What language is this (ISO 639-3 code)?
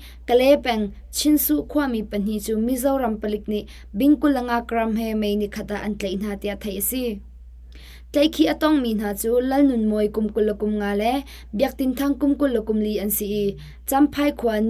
cnh